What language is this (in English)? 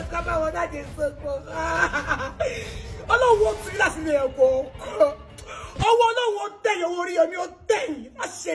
Yoruba